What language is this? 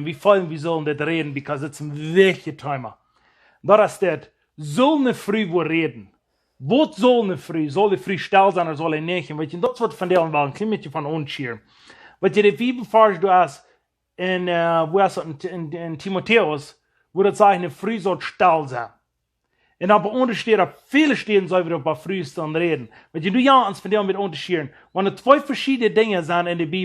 Plautdietsch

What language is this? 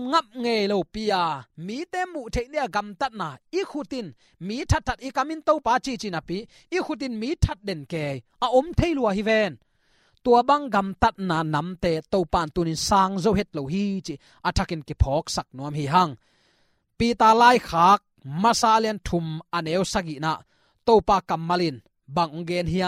Tedim Chin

